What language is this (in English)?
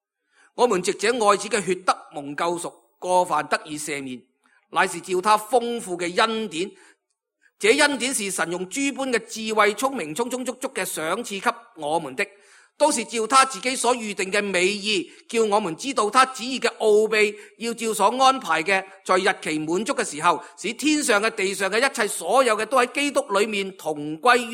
Cantonese